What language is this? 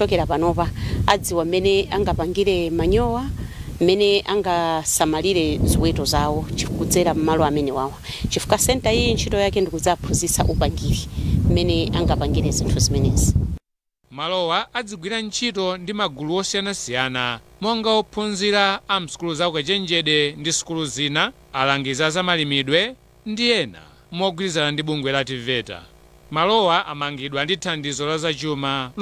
Nyanja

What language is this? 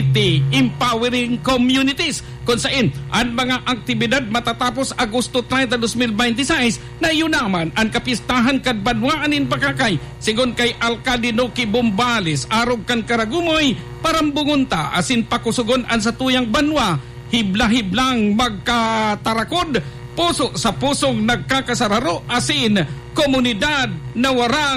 Bikol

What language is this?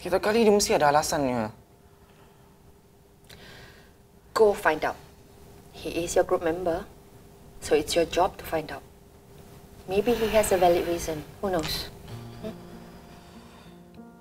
Malay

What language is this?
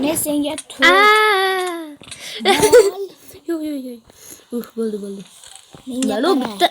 Uzbek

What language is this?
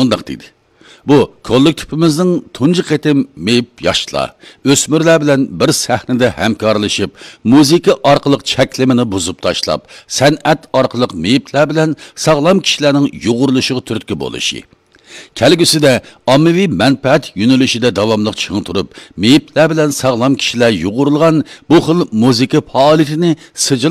Uyghur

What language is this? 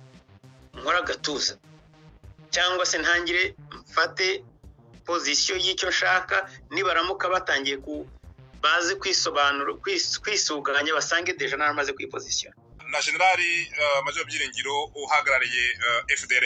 Kinyarwanda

